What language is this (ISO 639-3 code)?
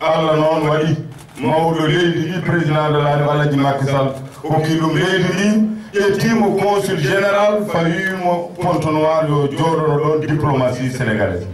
ful